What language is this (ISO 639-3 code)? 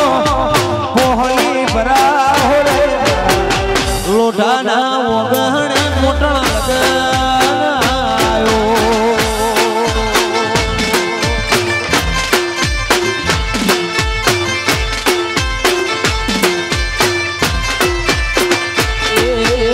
guj